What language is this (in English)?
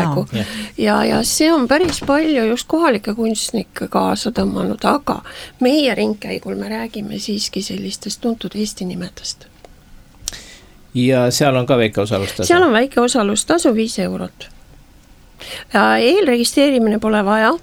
Estonian